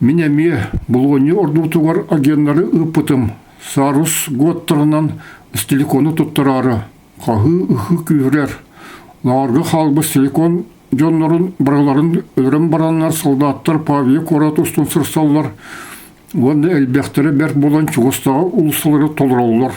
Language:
Yakut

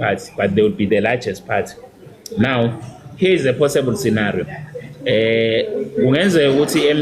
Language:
Zulu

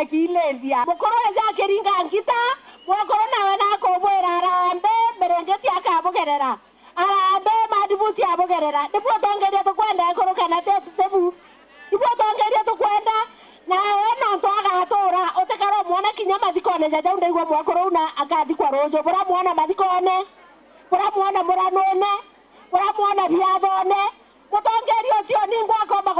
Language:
Meru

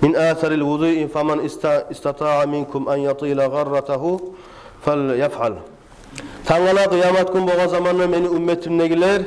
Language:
Kumyk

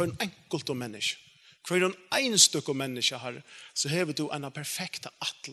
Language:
Faroese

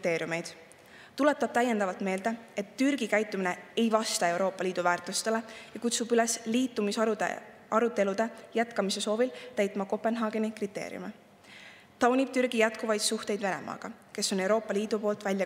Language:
Estonian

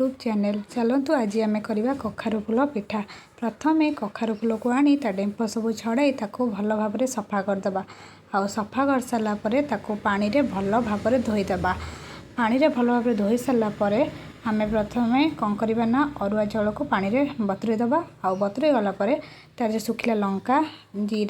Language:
Odia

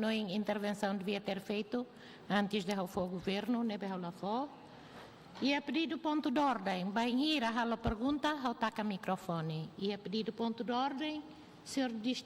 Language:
Tetum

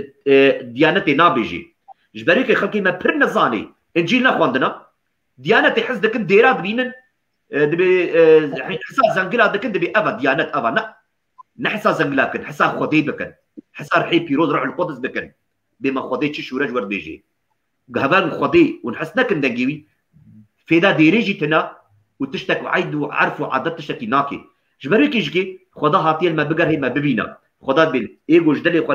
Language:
Kurdish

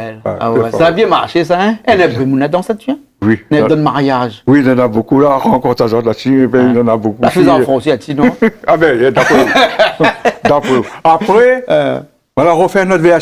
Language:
Réunion Creole French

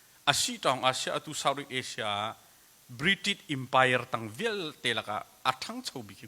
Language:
Hakha Chin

